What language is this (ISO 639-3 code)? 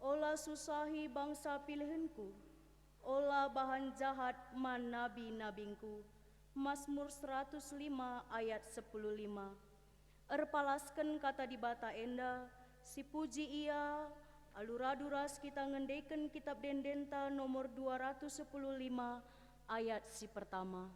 btx